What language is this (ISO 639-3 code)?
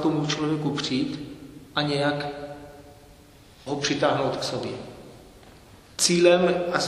ces